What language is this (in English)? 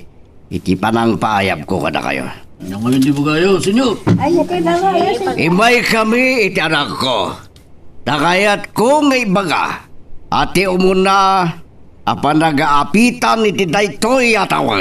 Iloko